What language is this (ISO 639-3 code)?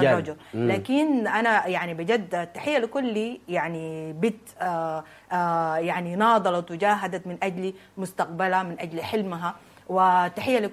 apd